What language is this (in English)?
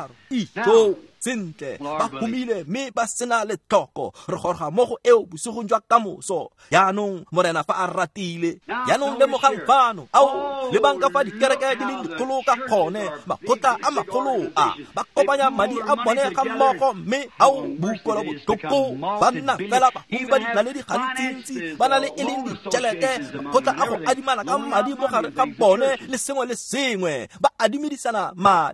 Tswana